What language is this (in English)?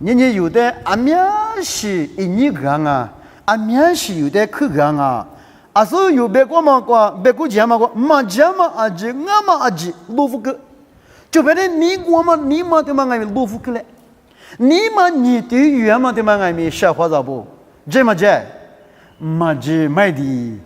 Lisu